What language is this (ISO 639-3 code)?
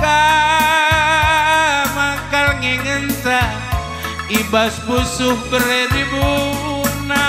btx